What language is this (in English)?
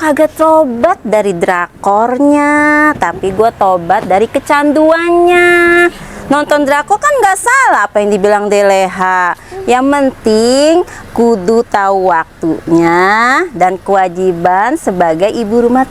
Betawi